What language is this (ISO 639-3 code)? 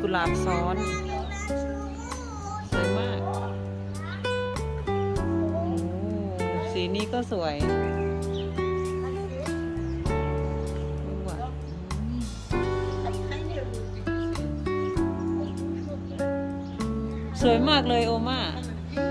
tha